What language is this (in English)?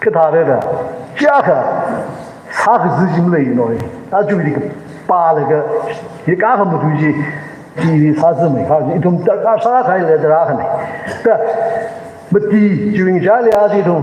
Tangkhul Naga (India)